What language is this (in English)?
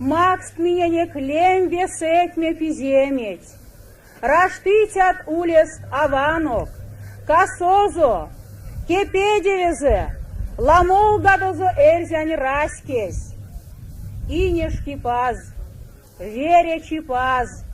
Erzya